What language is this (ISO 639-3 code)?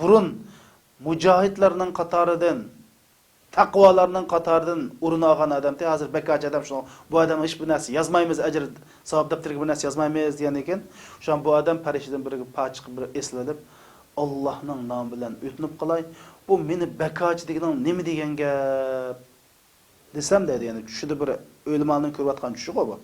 uig